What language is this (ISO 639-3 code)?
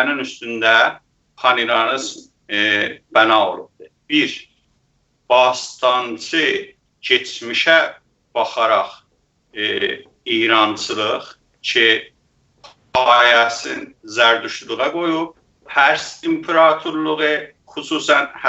azb